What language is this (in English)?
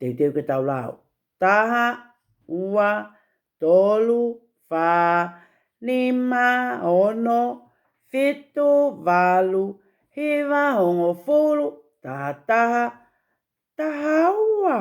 Tongan